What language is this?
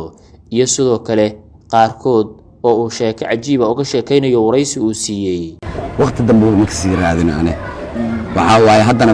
Somali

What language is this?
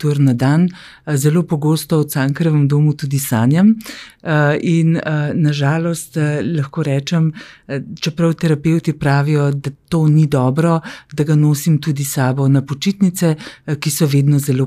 Slovenian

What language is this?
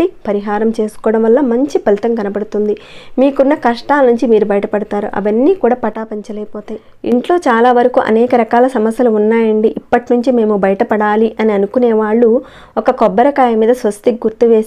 Telugu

